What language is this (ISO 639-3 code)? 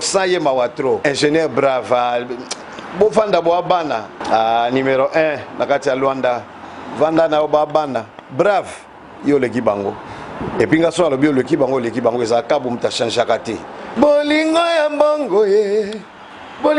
lin